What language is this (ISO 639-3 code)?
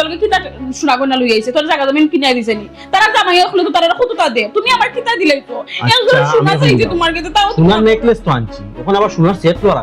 syl